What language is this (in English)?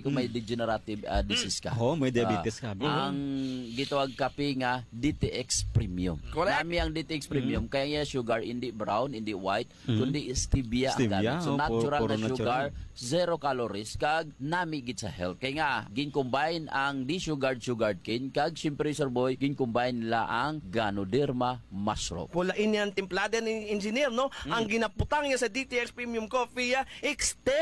Hiligaynon